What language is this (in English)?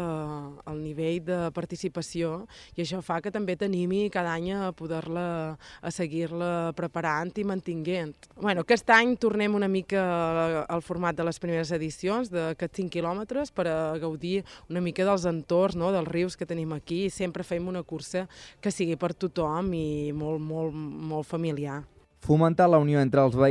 Catalan